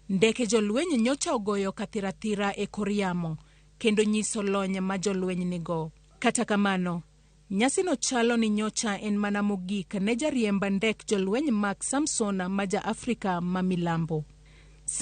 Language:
Luo (Kenya and Tanzania)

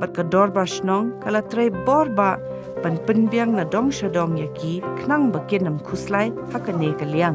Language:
Khasi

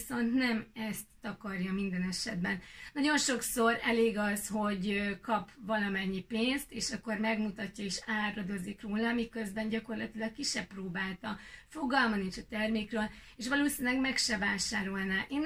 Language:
Hungarian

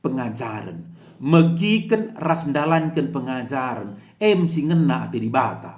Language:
Batak Karo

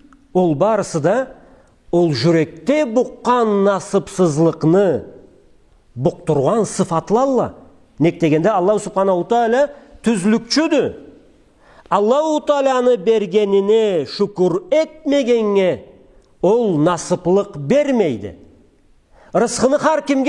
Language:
Karachay-Balkar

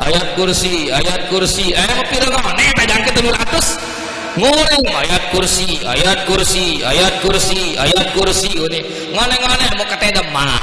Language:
Sasak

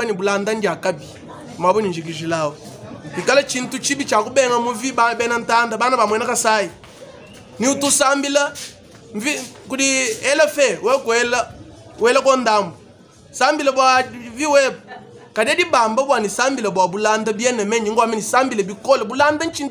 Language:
Luba-Lulua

